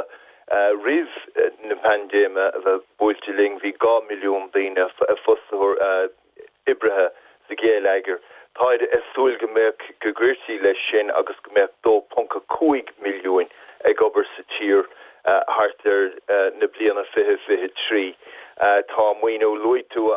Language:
Irish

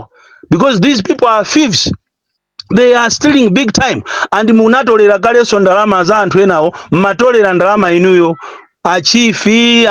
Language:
Nyanja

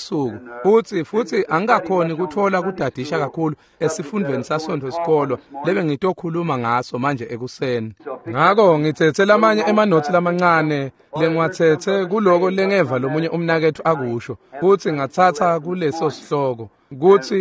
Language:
Swati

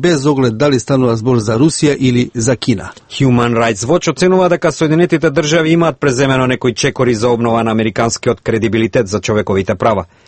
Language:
Macedonian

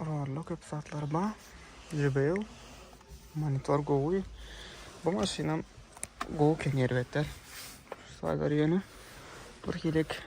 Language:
Turkmen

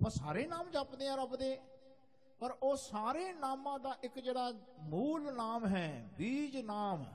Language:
Punjabi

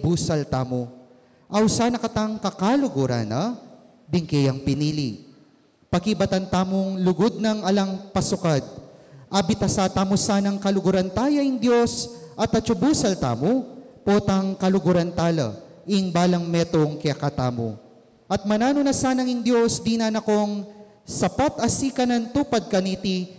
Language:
Pampanga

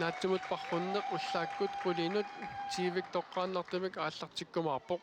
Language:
Kalaallisut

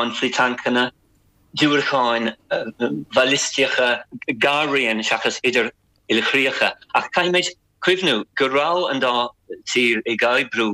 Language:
Irish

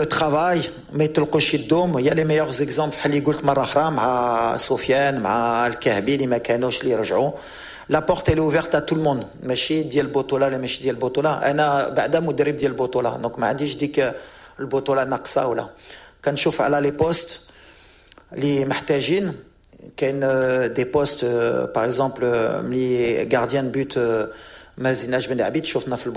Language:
Moroccan Arabic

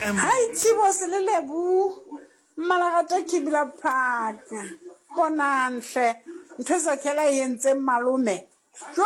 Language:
Southern Sotho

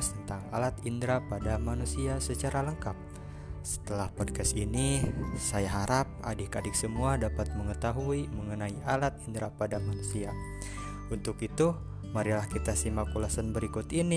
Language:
Indonesian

